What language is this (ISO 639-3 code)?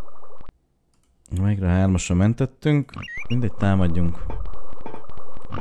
hun